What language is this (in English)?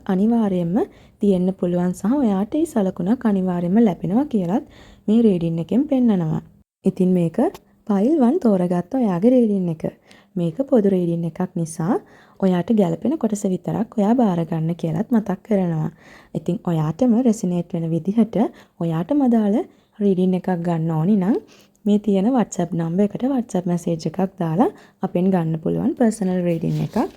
Sinhala